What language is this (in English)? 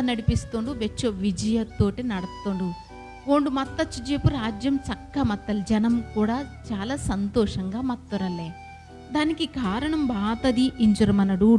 Koya